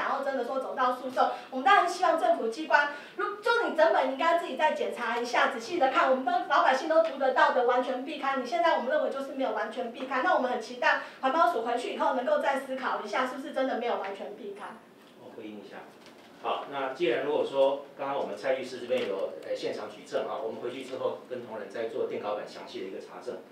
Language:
Chinese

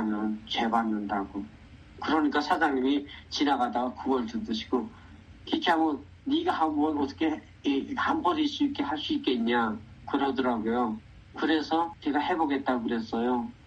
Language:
Korean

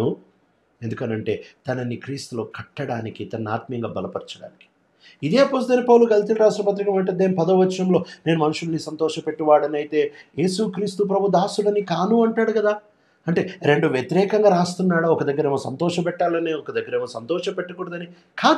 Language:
Telugu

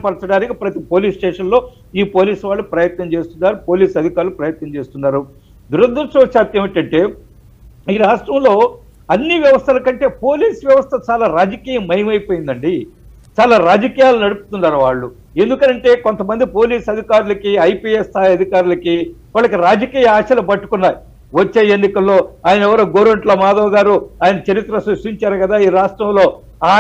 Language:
Telugu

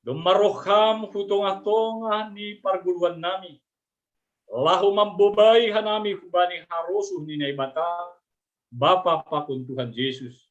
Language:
Batak Simalungun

